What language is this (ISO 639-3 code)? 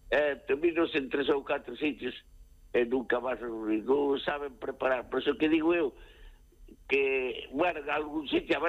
glg